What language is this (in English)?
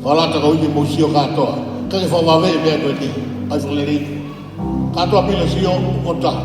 Tongan